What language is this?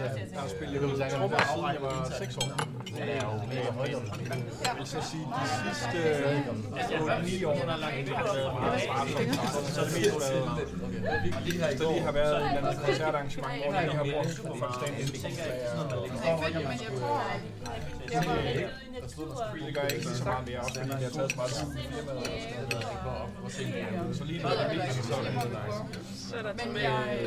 Danish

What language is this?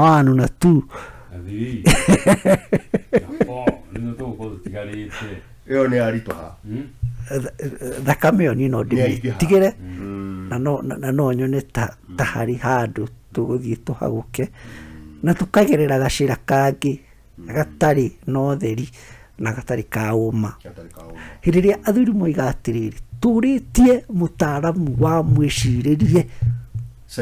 Kikuyu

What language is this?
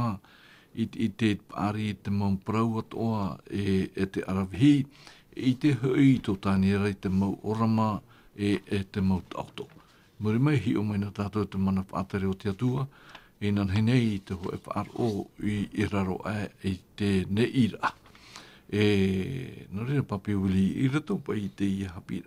Tahitian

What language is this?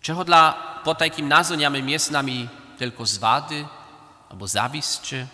Upper Sorbian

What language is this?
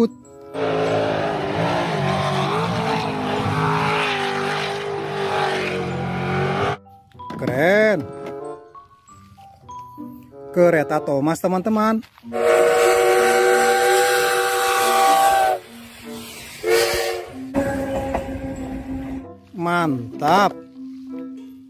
Indonesian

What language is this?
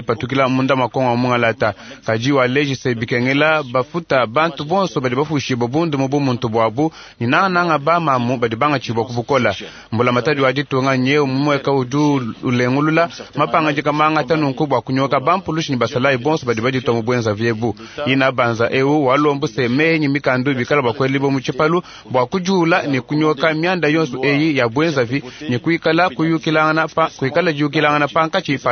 Luba-Lulua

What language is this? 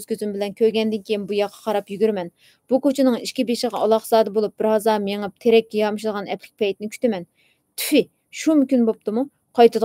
Uyghur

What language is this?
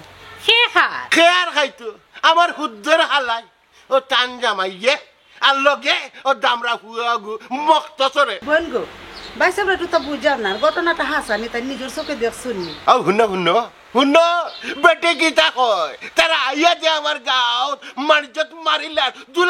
Sylheti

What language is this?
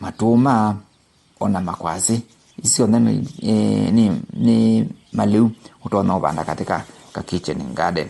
Kamba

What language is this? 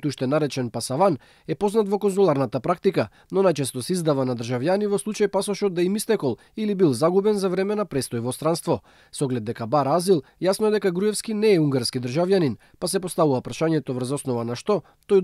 Macedonian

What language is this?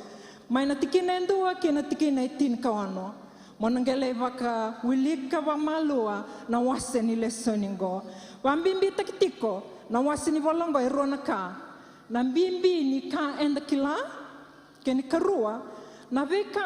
Fijian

